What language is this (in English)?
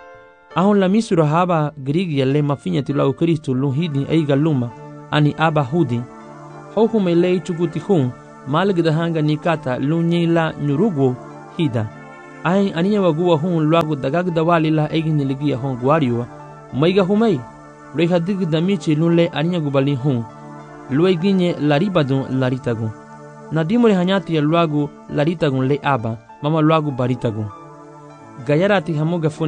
Garifuna